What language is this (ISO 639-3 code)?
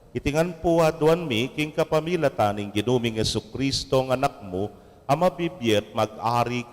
pam